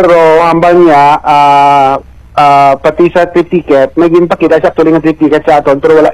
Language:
Hiligaynon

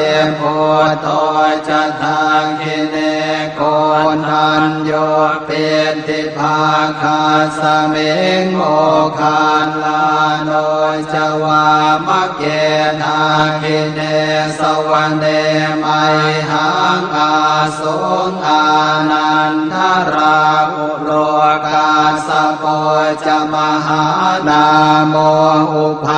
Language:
Pali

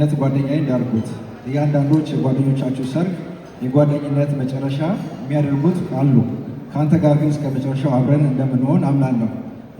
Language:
Amharic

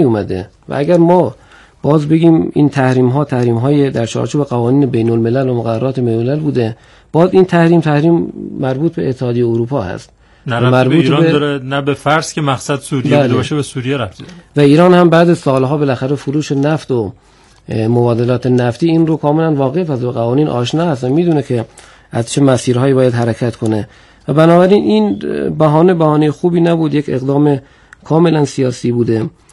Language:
Persian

